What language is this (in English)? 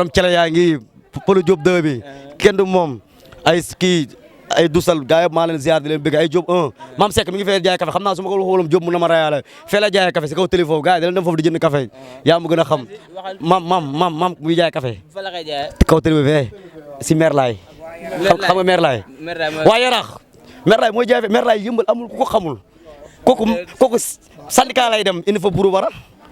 Wolof